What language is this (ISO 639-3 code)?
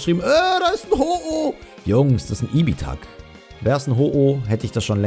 deu